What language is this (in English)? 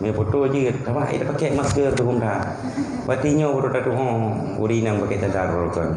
Achinese